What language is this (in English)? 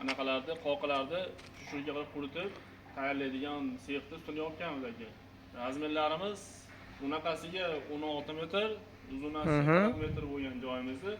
Uzbek